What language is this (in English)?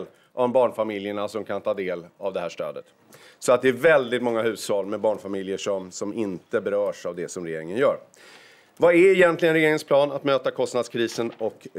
Swedish